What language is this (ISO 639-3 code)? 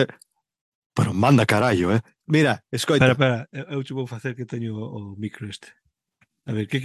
glg